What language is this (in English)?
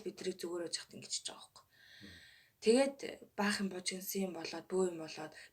Mongolian